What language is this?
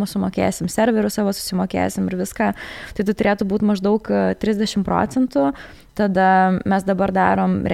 Lithuanian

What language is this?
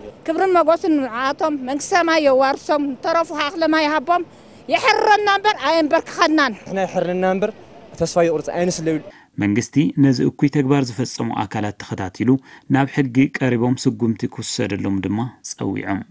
Tigrinya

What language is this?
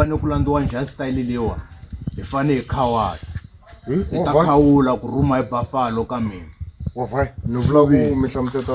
Tsonga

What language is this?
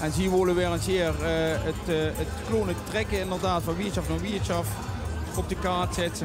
Limburgish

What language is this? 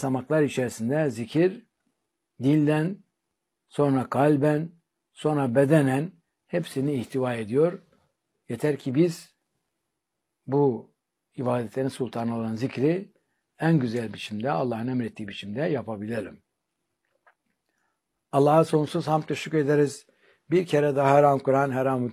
Turkish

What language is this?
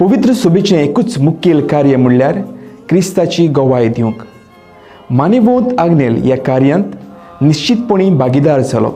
Konkani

